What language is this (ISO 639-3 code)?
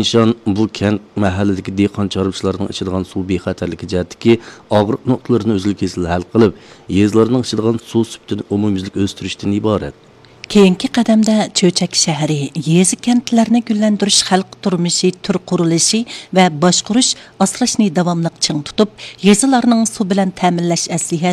uig